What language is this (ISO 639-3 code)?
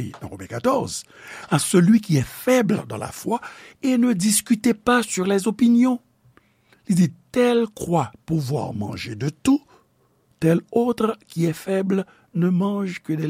hat